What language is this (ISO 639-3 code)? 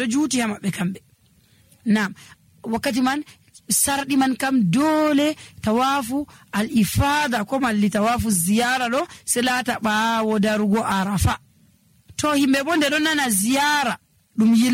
fuv